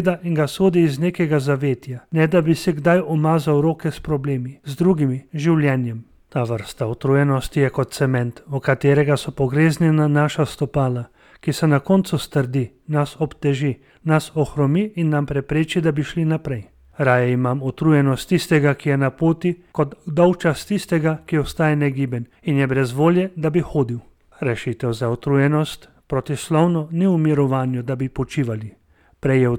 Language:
Slovenian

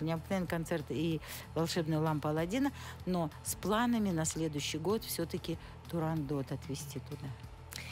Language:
Russian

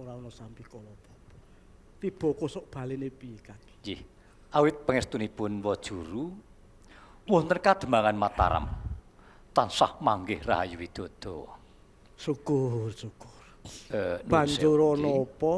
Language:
Javanese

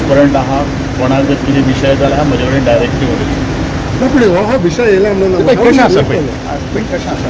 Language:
Konkani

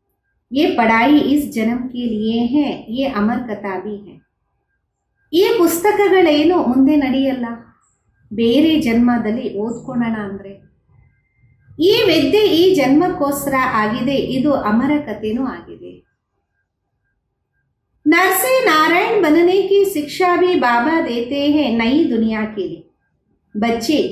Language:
Kannada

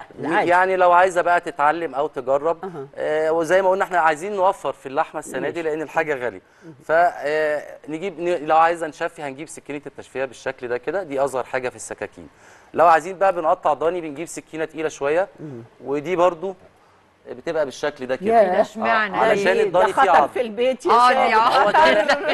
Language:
Egyptian Arabic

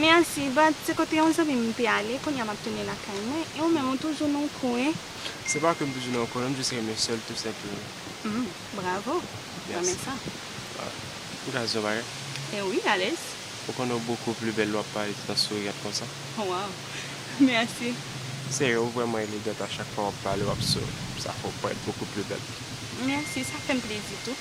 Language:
Haitian Creole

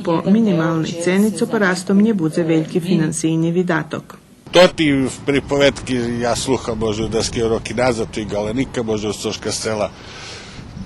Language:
Rusyn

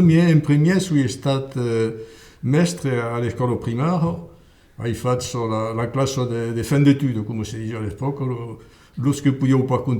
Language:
Occitan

